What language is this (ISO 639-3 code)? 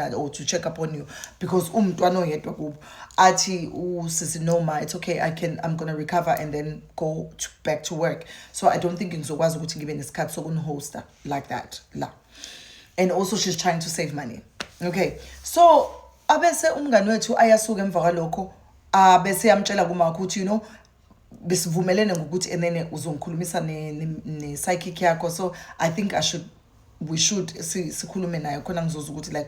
zul